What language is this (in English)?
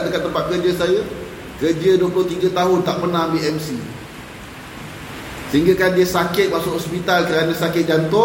Malay